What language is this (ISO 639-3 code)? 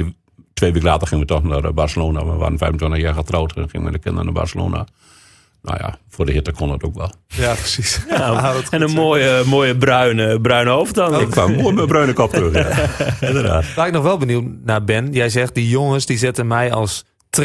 nld